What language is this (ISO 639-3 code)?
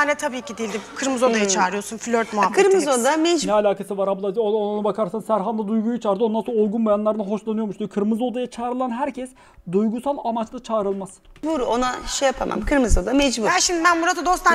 tur